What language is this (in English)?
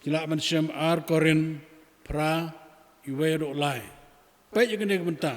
Khasi